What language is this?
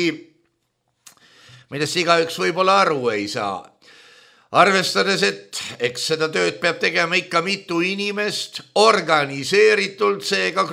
Estonian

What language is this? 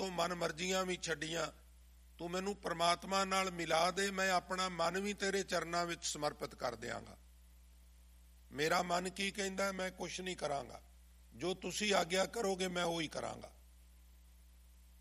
Punjabi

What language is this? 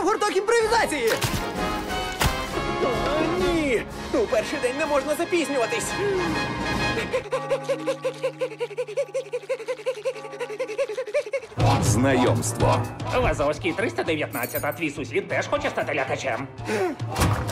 Ukrainian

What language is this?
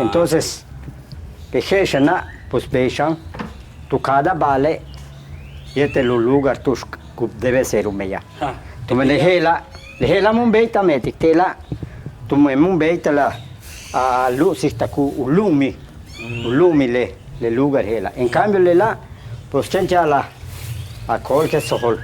Yucateco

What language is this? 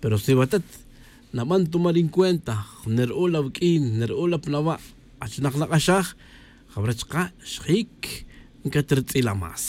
Tz'utujil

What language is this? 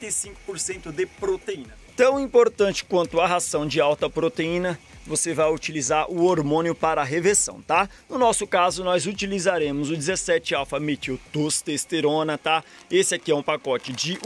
Portuguese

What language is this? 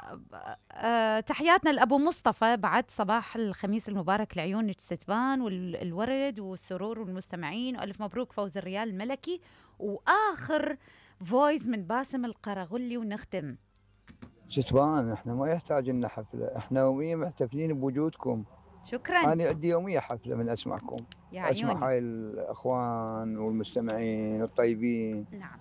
Mesopotamian Arabic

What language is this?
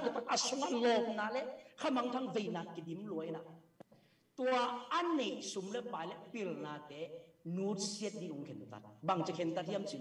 Tedim Chin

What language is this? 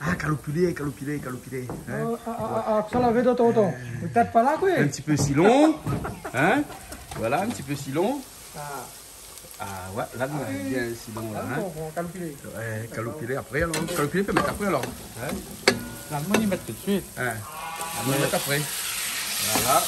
Réunion Creole French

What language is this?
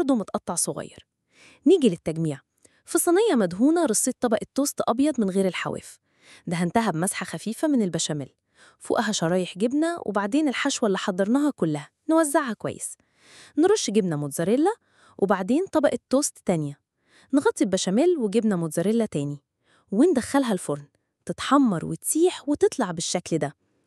Egyptian Arabic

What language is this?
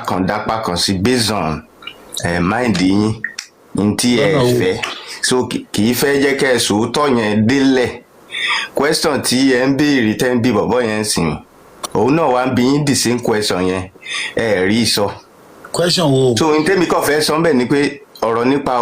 Yoruba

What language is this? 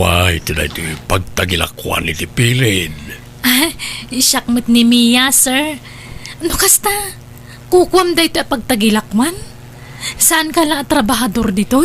Iloko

